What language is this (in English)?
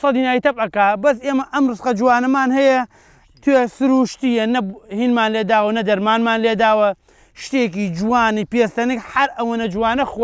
Central Kurdish